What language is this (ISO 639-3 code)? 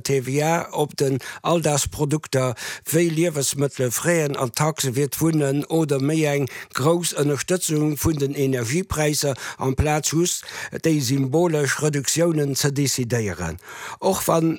ltz